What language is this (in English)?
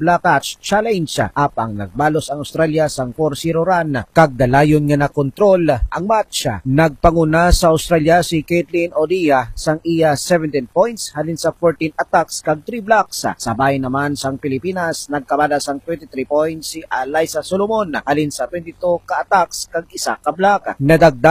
Hiligaynon